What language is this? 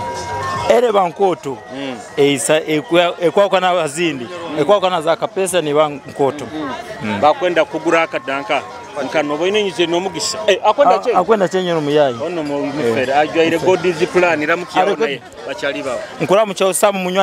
Nyoro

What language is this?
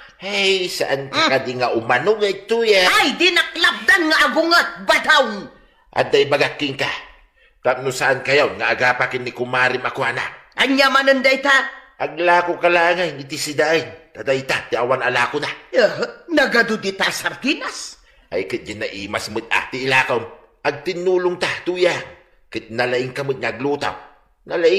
Iloko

